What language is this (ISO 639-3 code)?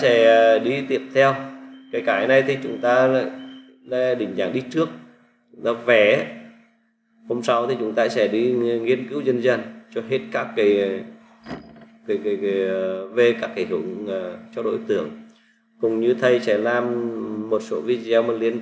vie